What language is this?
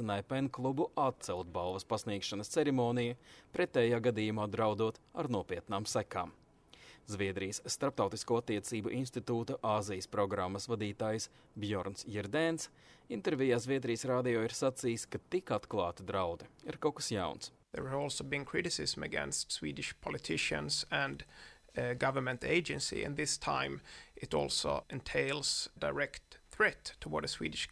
Latvian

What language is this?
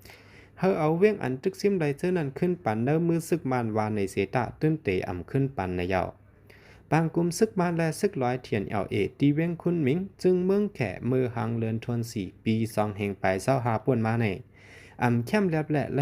Shan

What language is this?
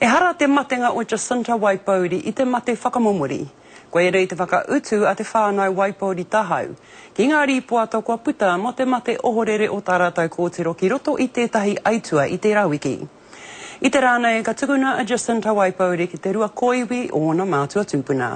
Māori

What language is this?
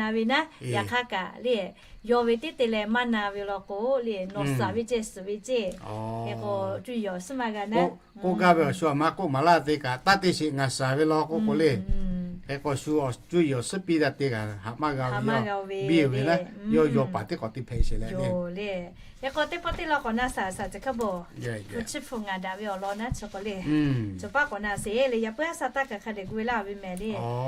Lahu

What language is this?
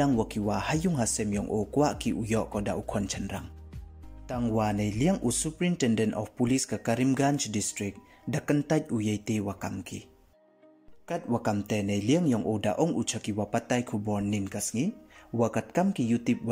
Pnar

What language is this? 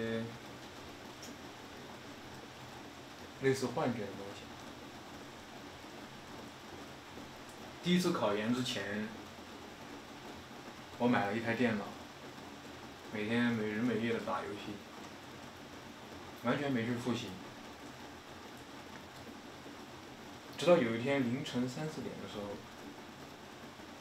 Chinese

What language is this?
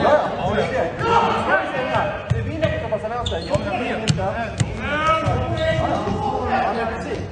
Swedish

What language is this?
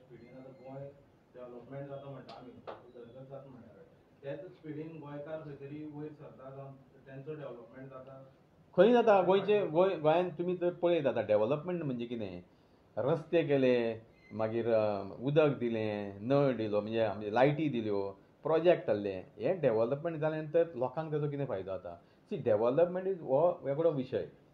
Konkani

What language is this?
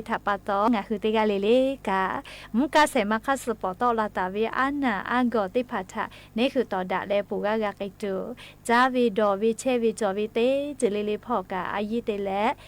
Lahu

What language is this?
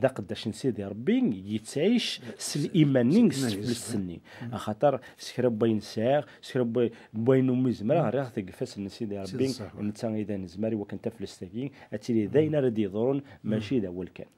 Kabyle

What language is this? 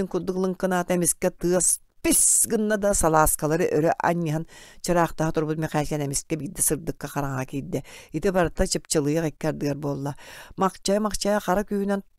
Yakut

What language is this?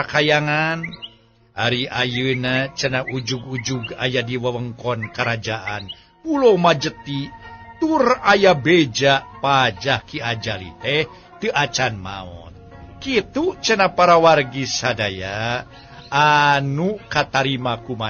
Sundanese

